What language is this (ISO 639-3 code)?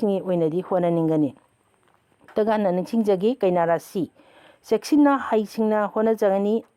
mni